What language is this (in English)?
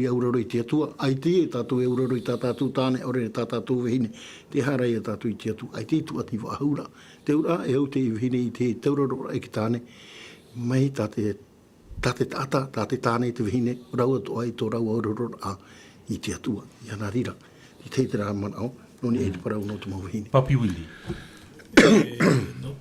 Tahitian